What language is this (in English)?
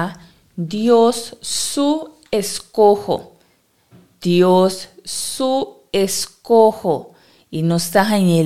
Papiamento